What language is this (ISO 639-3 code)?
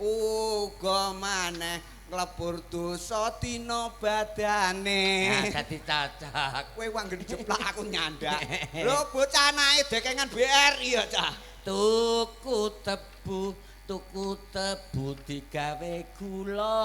jav